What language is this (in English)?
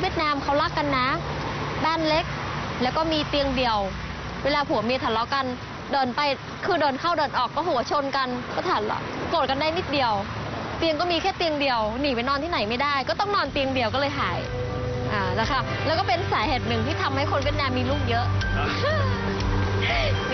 Thai